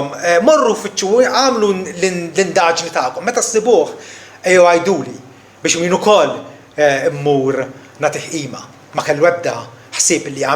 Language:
Maltese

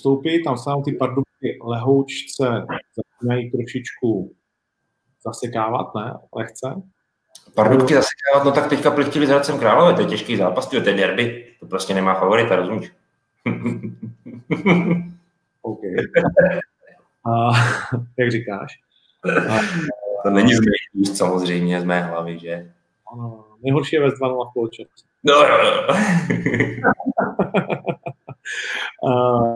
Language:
Czech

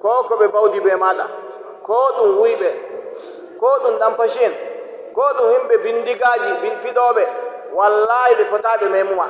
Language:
Nigerian Fulfulde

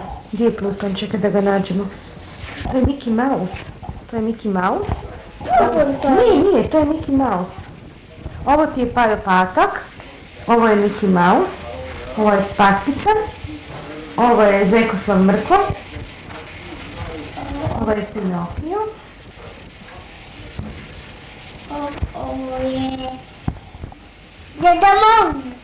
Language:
Croatian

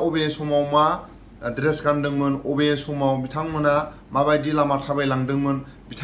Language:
Bodo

